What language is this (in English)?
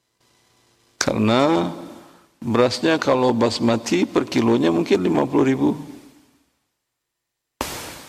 Indonesian